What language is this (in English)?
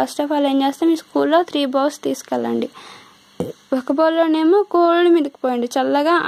Telugu